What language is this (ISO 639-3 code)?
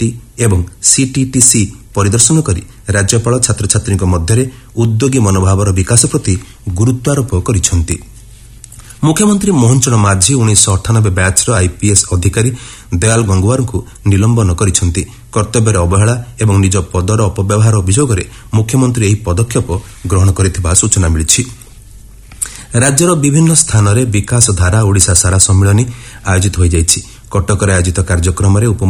ori